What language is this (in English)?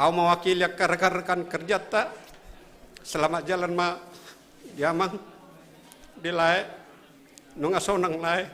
Batak Simalungun